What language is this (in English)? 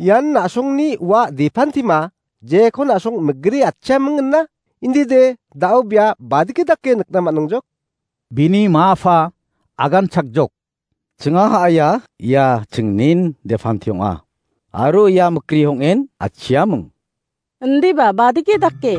Garo